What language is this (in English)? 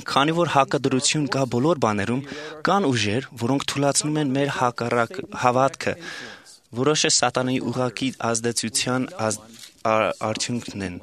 Armenian